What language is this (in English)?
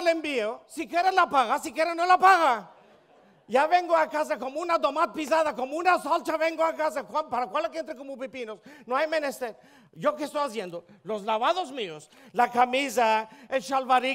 Ladino